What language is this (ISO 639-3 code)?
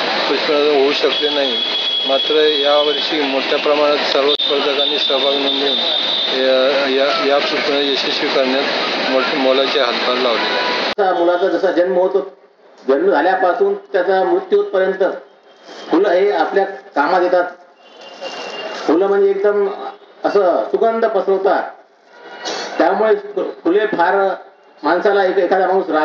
mar